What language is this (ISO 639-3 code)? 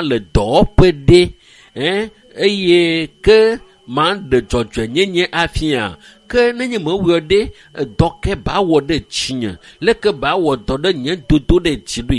ewe